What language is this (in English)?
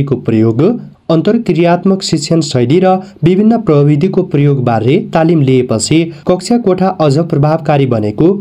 Nepali